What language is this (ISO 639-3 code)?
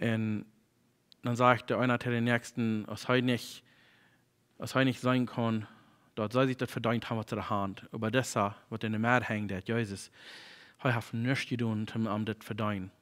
pdt